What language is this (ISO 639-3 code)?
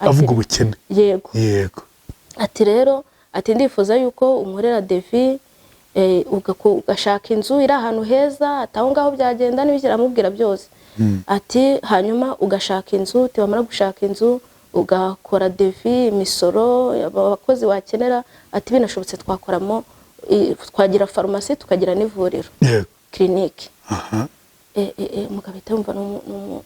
kin